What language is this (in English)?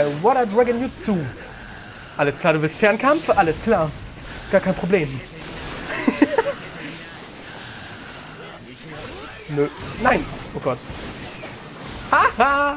German